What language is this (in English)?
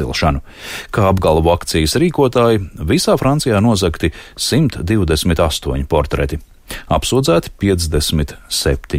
Latvian